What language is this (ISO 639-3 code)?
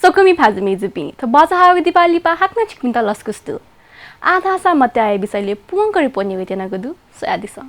new